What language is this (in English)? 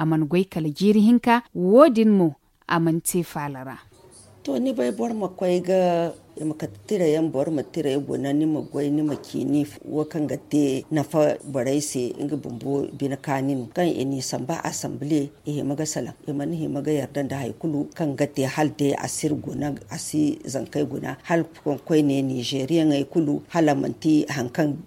Zarma